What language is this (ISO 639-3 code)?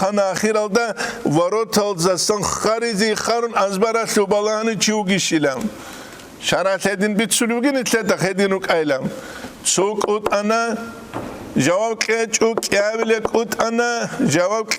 ava